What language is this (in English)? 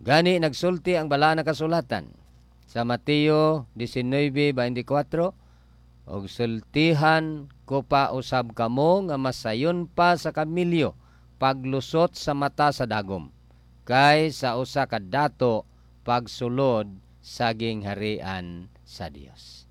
Cebuano